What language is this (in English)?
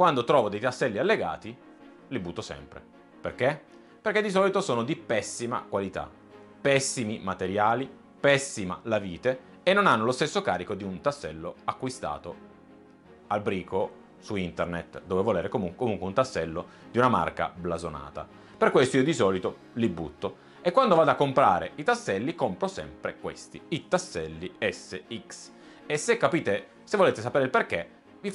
Italian